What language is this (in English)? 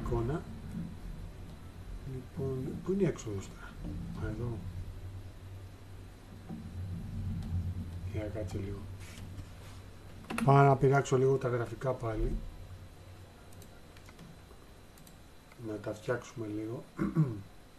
Greek